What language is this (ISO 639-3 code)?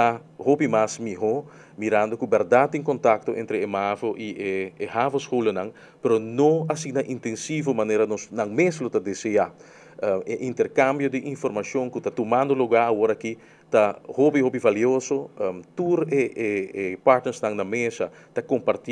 pap